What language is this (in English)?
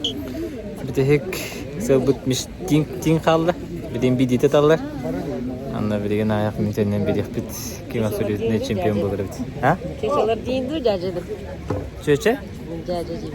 Yakut